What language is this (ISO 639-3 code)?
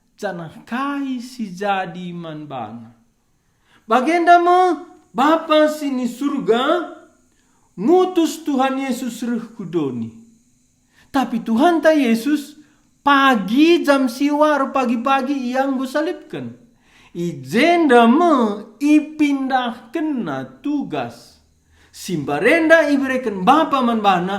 btx